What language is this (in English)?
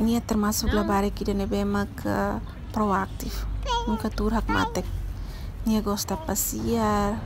Tetum